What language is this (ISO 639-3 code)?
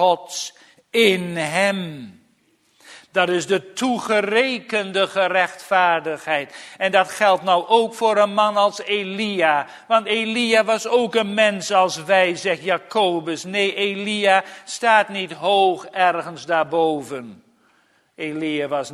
nld